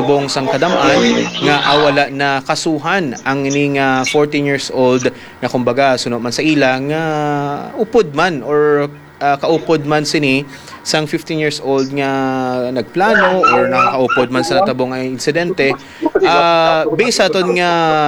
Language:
Hiligaynon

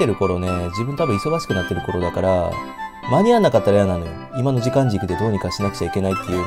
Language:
Japanese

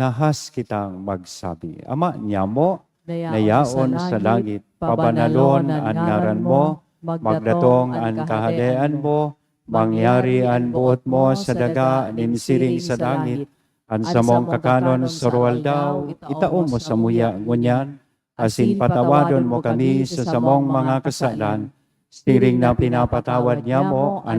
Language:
Bikol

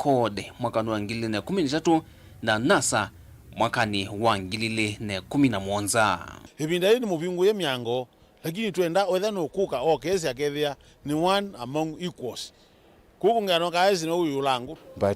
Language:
Kamba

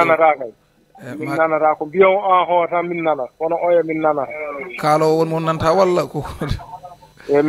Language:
Fula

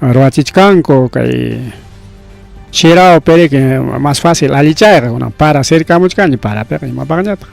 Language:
Ayacucho Quechua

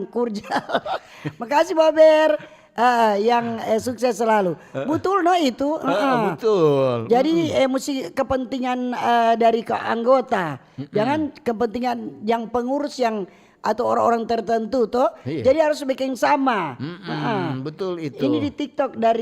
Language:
Manado Malay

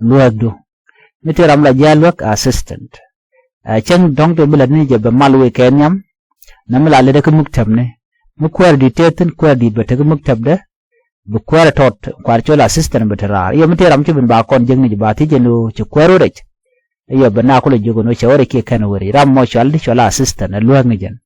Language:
Nuer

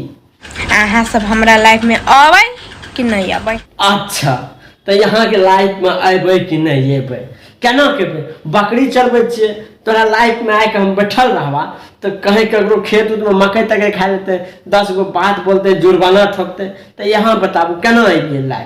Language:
Maithili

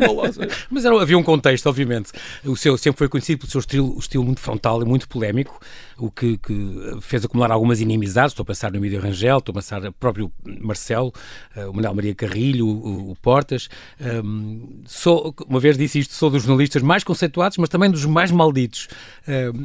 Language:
Portuguese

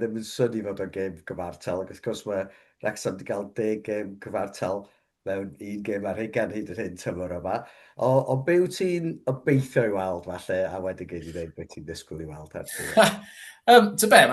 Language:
Welsh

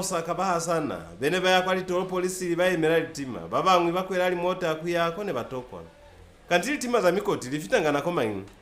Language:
Lozi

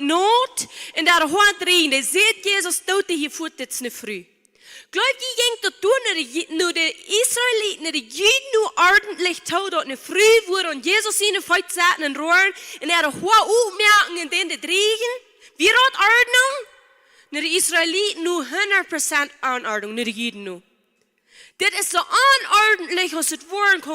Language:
Plautdietsch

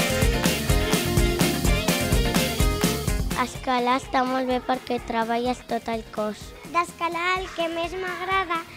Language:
Catalan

